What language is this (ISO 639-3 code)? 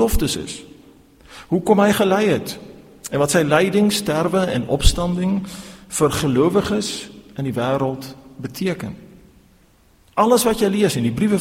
afr